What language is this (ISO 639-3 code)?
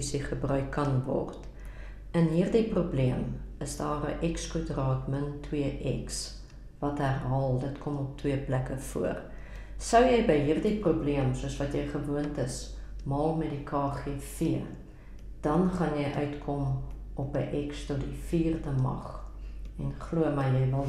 afr